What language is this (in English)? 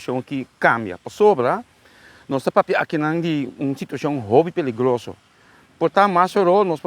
Papiamento